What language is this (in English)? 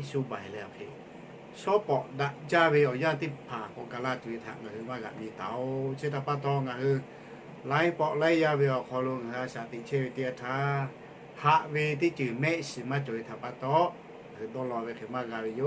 Lahu